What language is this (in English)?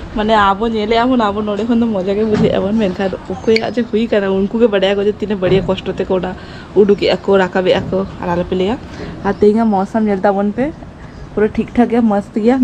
Santali